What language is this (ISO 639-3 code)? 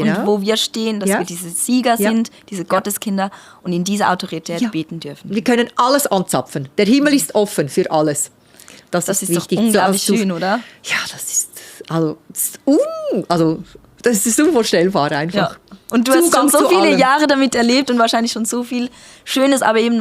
gsw